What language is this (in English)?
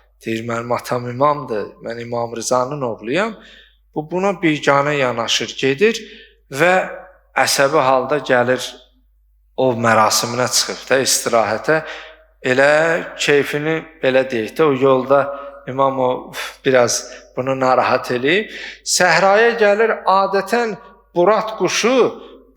Azerbaijani